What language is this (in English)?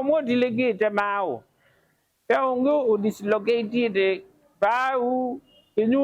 Kamba